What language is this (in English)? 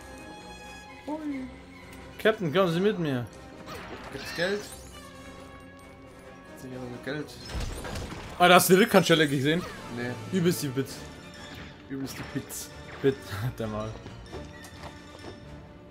German